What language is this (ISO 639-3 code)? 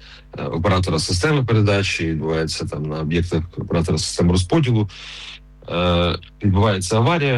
ukr